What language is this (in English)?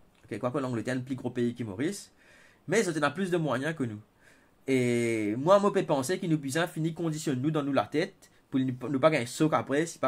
Morisyen